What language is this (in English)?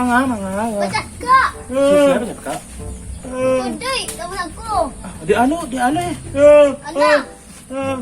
Minangkabau